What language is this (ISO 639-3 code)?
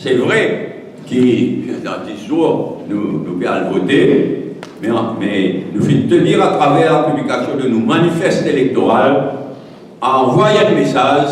mfe